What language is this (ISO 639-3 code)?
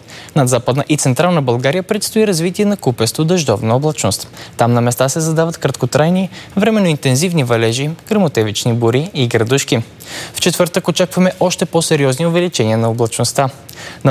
bul